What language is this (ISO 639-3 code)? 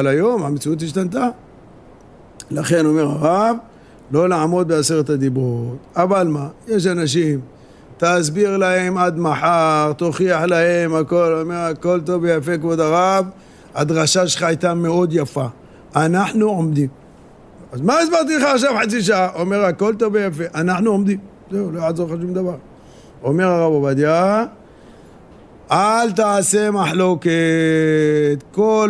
heb